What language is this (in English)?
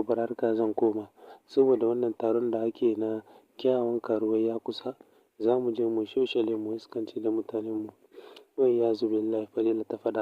Hausa